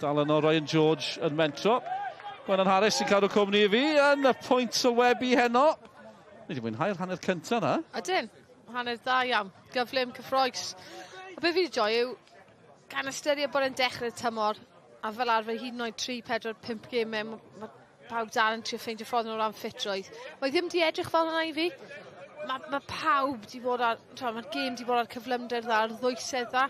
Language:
Welsh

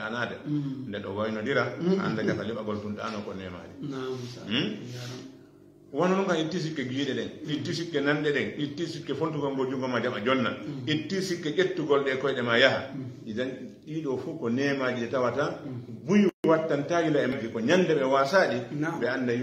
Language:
Fula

